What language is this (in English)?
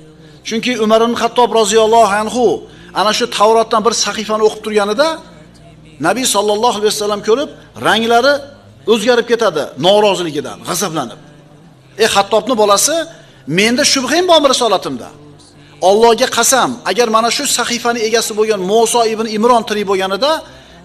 Uzbek